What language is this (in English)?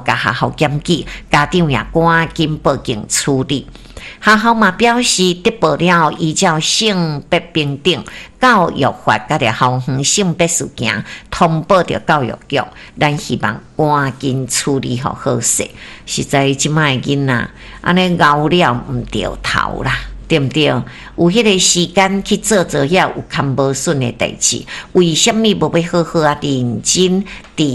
Min Nan Chinese